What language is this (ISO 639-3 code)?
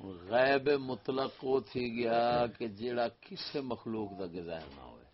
skr